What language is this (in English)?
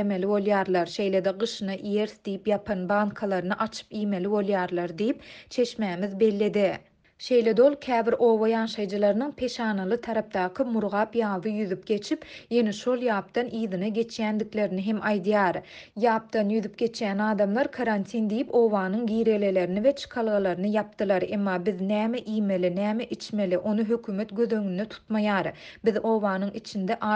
Turkmen